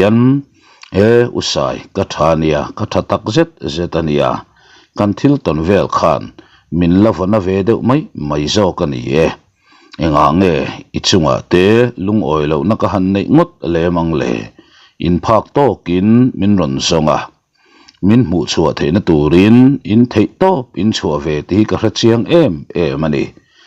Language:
Mizo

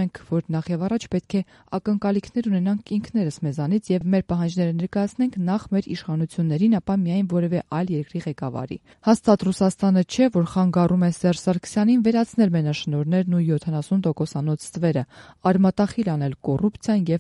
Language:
Armenian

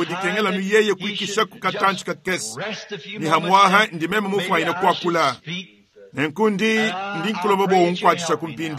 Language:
Luba-Lulua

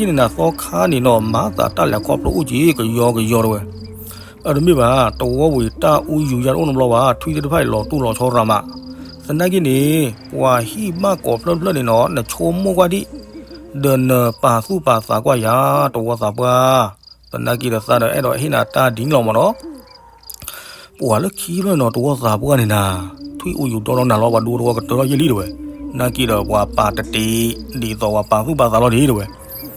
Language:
S'gaw Karen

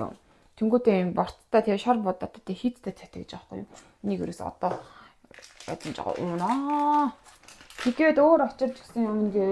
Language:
Mongolian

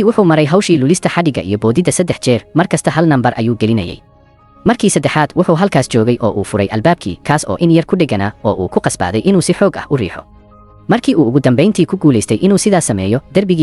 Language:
Somali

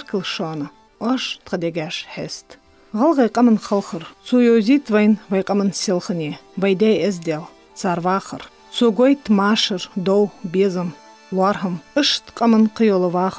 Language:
Ingush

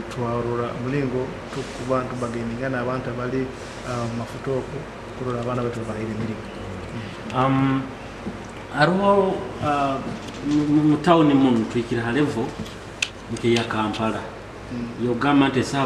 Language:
Nyoro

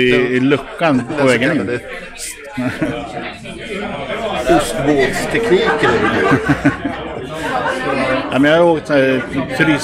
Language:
Swedish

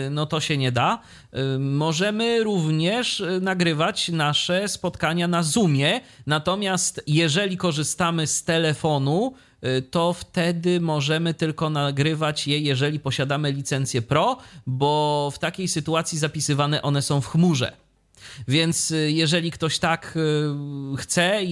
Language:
Polish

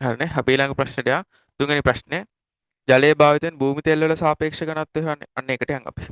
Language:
Sinhala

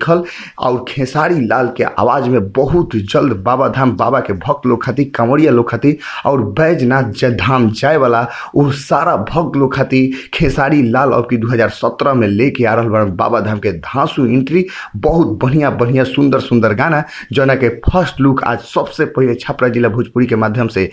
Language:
Bhojpuri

